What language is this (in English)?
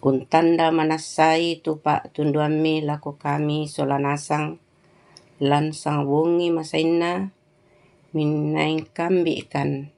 Toraja-Sa'dan